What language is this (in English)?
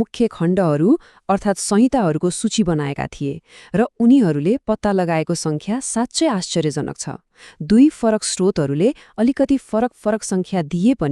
Nepali